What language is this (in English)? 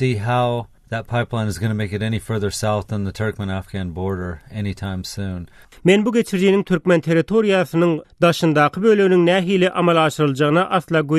Turkmen